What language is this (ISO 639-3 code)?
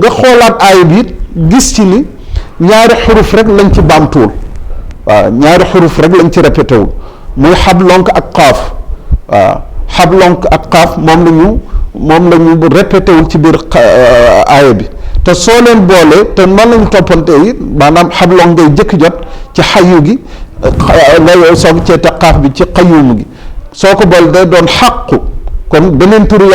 wol